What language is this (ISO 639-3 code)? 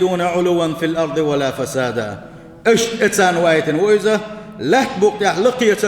che